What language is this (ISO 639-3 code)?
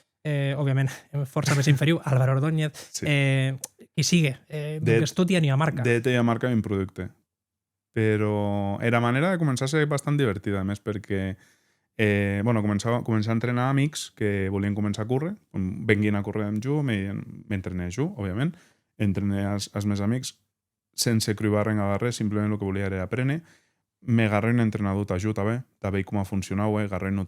oci